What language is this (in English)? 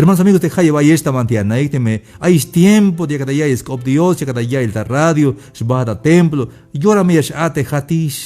Tzeltal